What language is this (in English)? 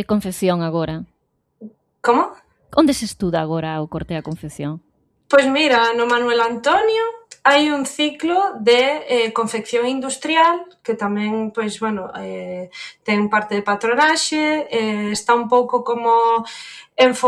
Galician